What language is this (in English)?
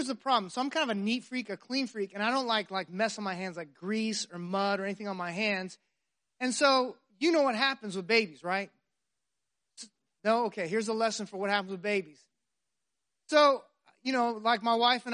English